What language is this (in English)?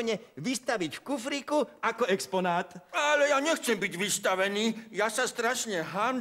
Slovak